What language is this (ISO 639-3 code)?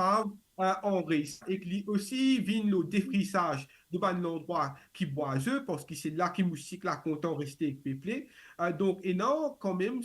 mfe